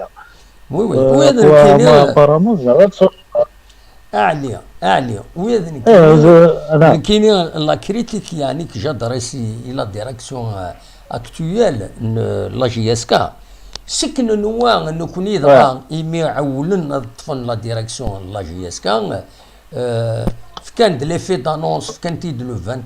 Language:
Kabyle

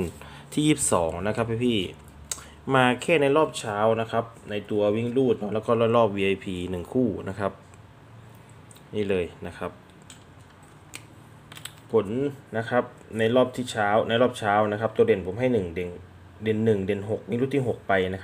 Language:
Thai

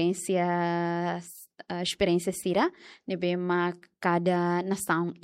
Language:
Tetum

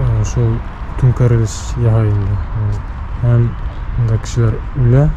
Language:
Bashkir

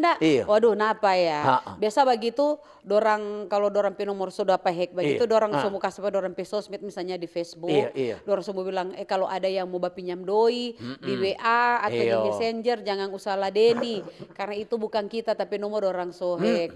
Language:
Manado Malay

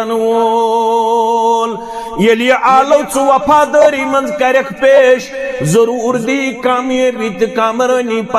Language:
Kashmiri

